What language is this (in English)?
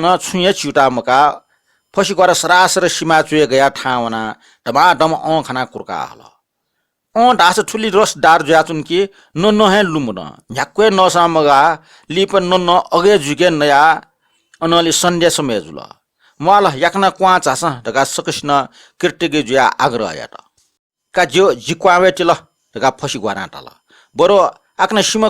Newari